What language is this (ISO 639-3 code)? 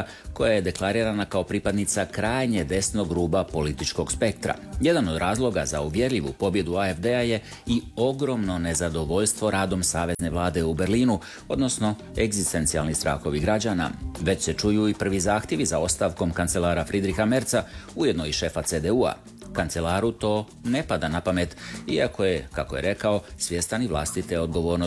hrv